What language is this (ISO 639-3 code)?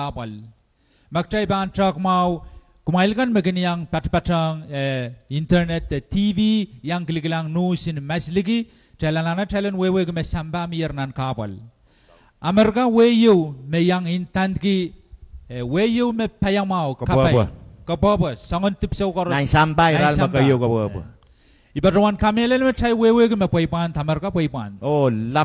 pon